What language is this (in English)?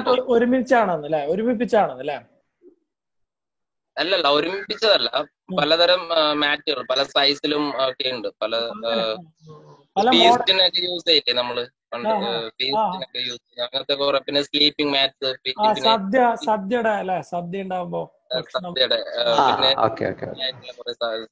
Malayalam